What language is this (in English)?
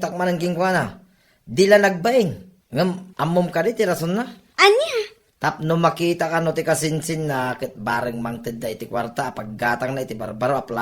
Iloko